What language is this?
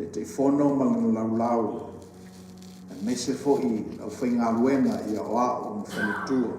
Samoan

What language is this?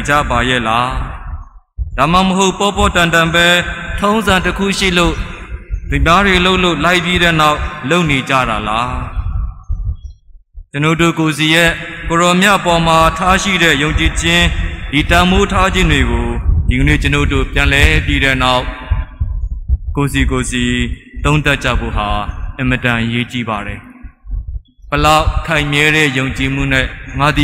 Burmese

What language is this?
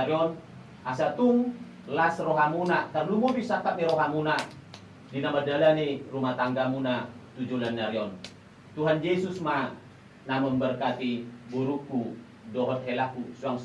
Batak Toba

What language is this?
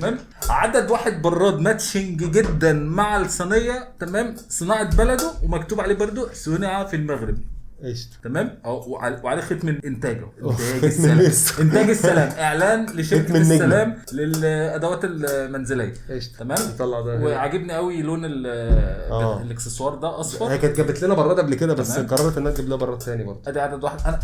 Egyptian Arabic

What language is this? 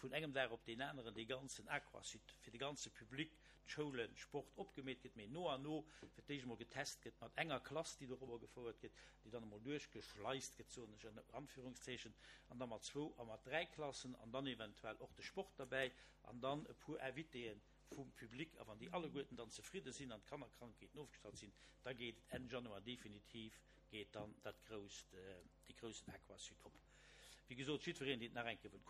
Luxembourgish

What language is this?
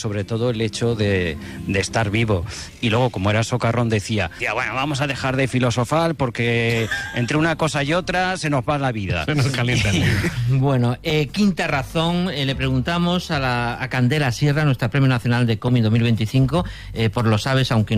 Spanish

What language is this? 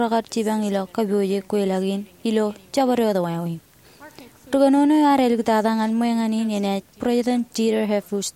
Marshallese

